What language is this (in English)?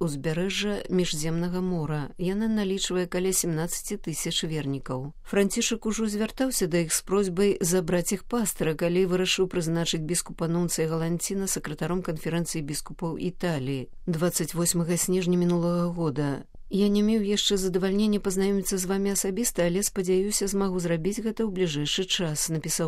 Belarusian